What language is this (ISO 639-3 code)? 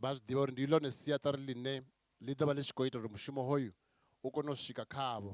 ven